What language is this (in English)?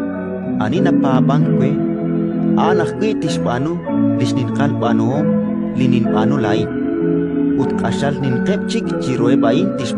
Kekchí